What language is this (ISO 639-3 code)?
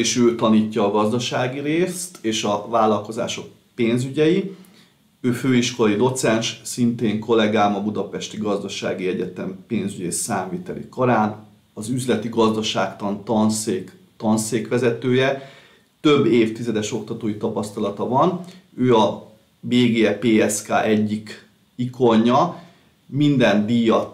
hun